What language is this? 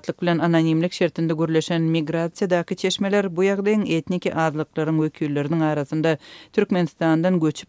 Turkmen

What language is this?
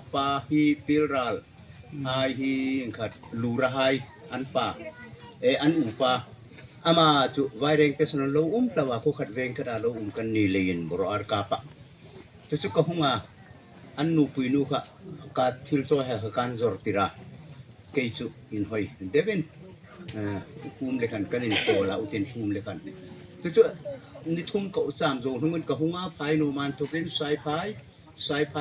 Hmar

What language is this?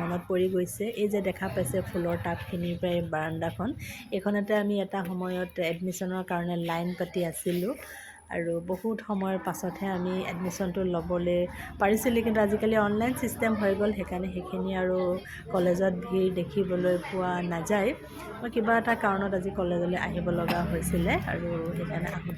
Assamese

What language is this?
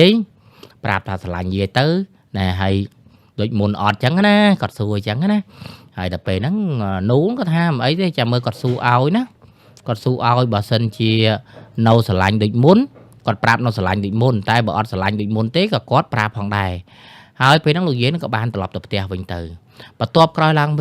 Khmer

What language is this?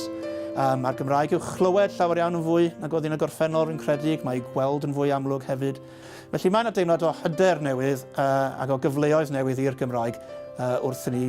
Welsh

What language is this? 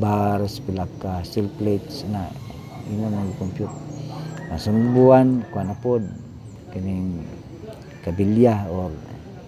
Cebuano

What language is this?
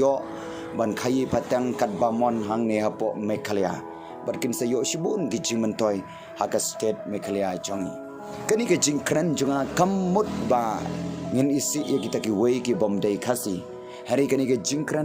Khasi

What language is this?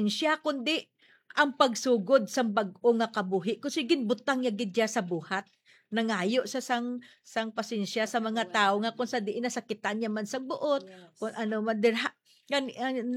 Hiligaynon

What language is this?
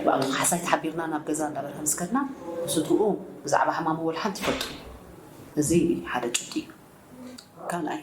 Tigrinya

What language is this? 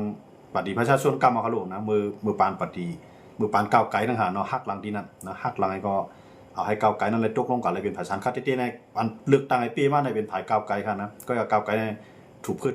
Shan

